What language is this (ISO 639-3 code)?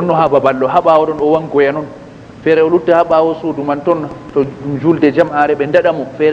ful